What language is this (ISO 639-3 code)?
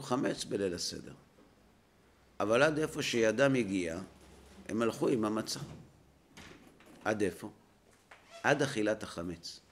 heb